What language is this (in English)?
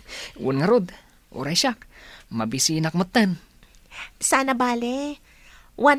Iloko